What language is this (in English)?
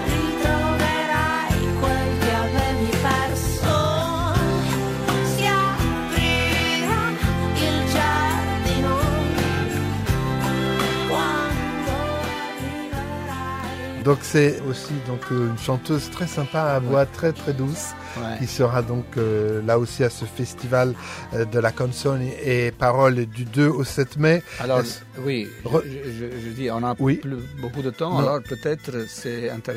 French